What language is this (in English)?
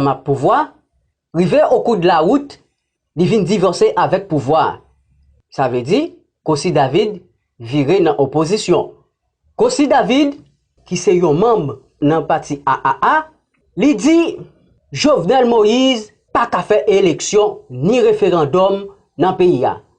Haitian Creole